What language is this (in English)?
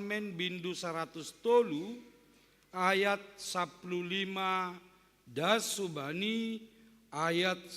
Batak Simalungun